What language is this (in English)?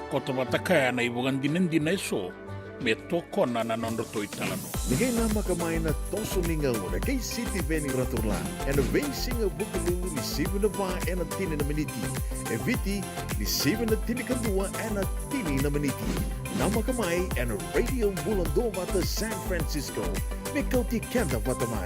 Fijian